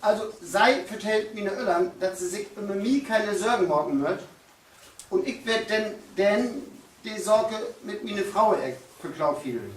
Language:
Low German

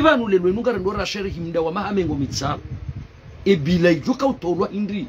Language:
Ngazidja Comorian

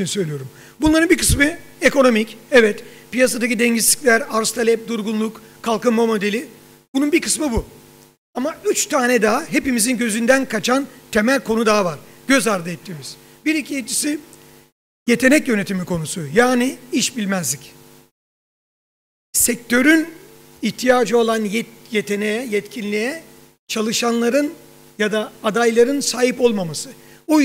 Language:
Turkish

